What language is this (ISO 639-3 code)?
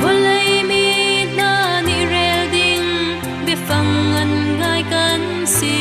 cfm